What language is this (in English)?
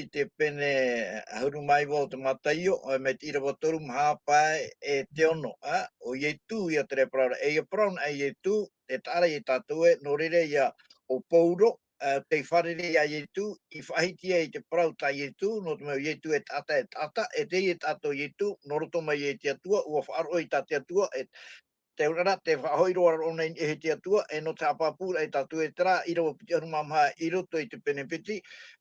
Tahitian